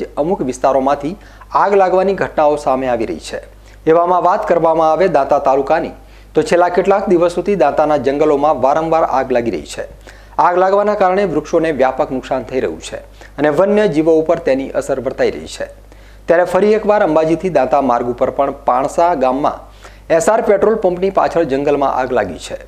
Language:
Gujarati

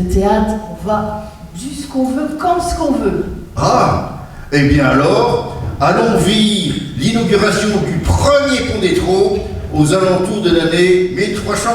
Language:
Picard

